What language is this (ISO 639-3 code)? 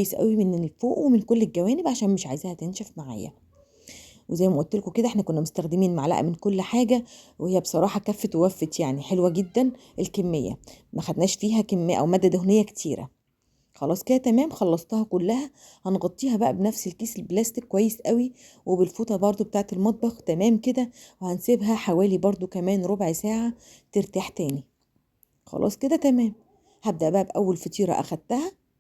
arz